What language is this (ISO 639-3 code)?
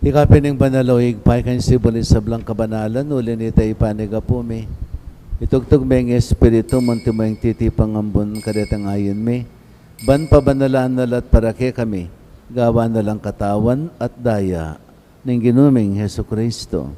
pam